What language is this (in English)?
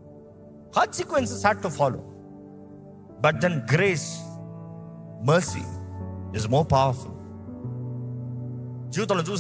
Telugu